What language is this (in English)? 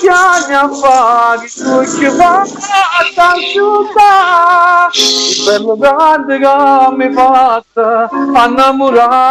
Neapolitan